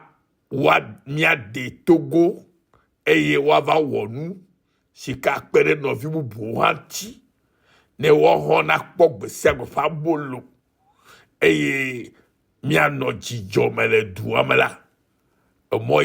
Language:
Ewe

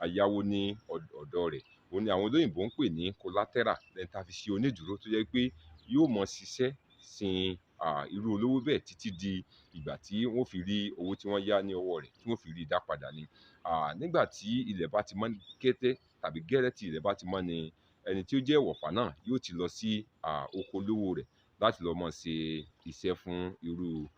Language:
Yoruba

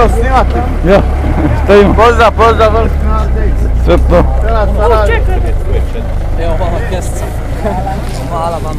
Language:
Bosnian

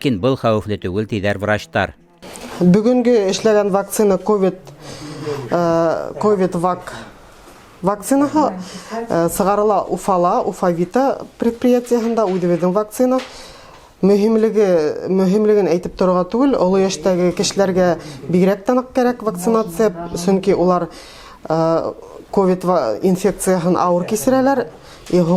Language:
Bashkir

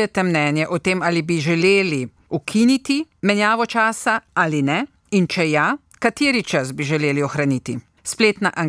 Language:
Slovenian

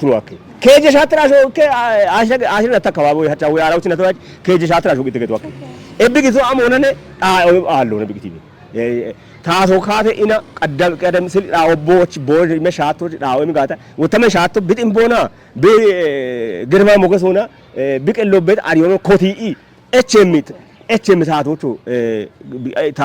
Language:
Kafa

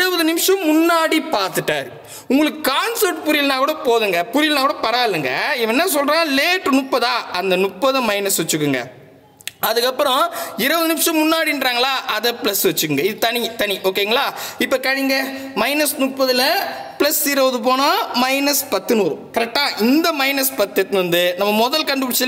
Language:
Tamil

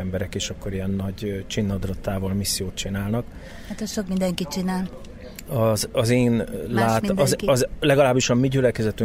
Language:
Hungarian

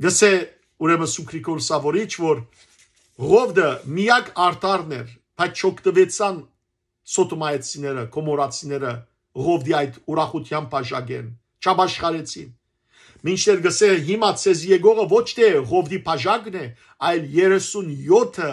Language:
Western Armenian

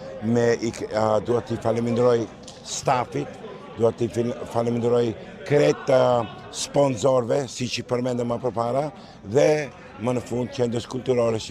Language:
Albanian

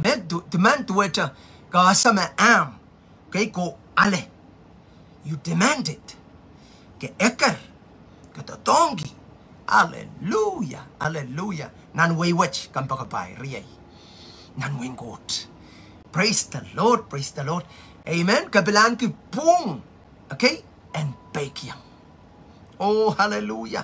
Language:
Pohnpeian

